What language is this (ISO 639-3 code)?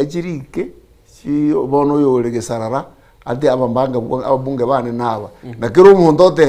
guz